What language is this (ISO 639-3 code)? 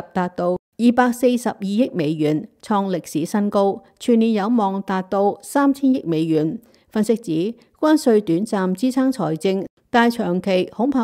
yue